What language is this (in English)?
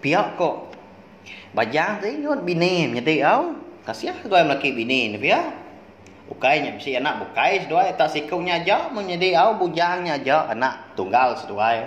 Iban